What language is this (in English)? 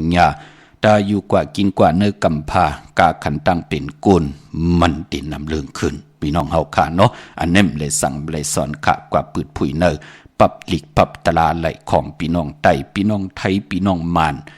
Shan